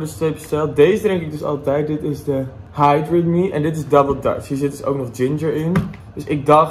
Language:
Dutch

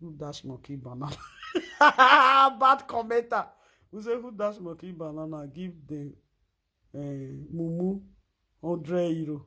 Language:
Nigerian Pidgin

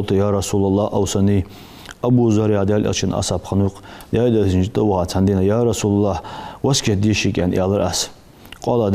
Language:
Ingush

